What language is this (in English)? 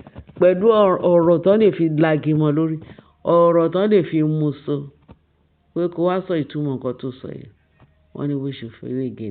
Yoruba